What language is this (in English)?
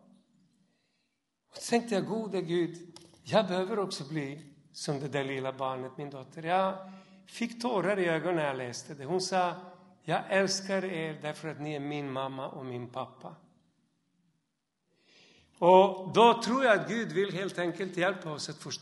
Swedish